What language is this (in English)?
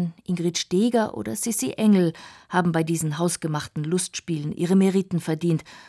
German